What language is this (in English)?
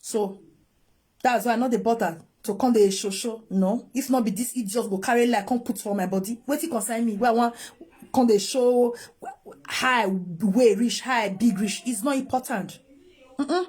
Nigerian Pidgin